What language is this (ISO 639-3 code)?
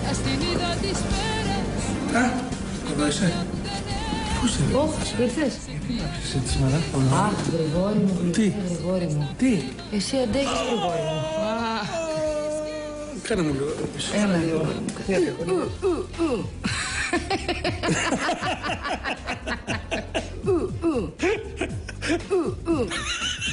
ell